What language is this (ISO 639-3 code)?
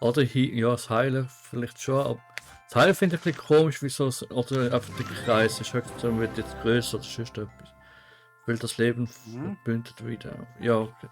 gsw